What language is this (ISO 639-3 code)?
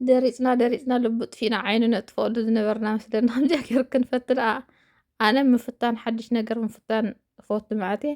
tir